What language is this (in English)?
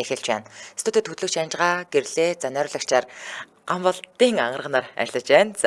Mongolian